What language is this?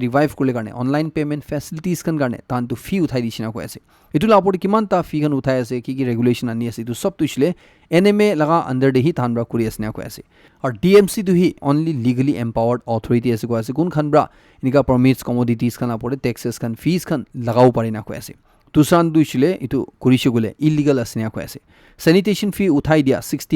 Naga Pidgin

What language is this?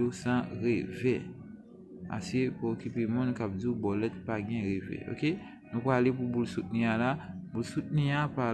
Haitian Creole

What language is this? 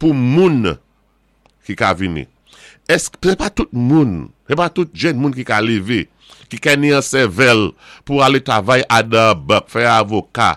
Saint Lucian Creole French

